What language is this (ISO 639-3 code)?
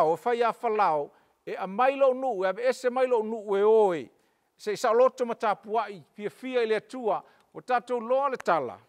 smo